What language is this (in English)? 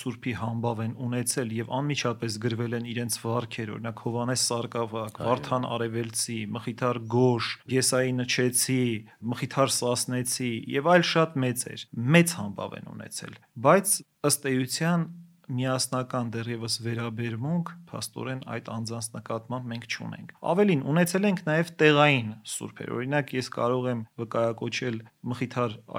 Armenian